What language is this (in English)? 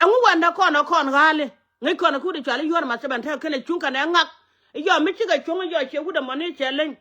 Nuer